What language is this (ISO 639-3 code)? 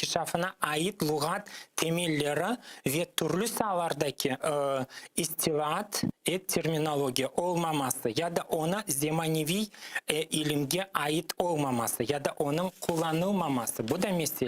crh